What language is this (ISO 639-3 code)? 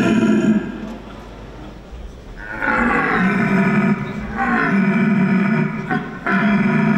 slk